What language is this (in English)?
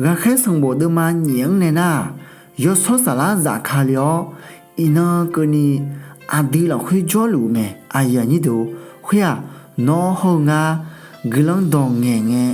Akha